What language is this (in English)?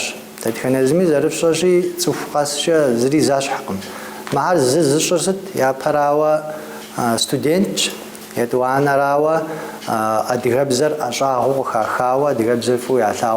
Kabardian